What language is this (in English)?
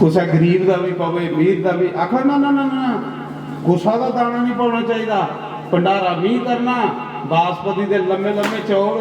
Dogri